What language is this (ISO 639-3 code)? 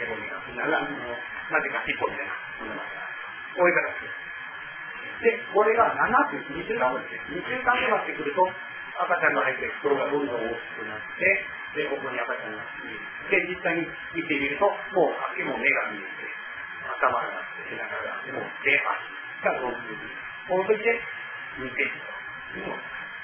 jpn